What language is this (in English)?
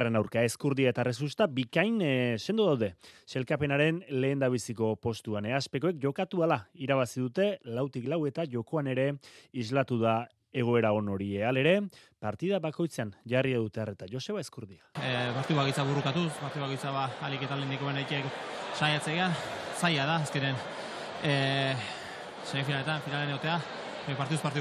Basque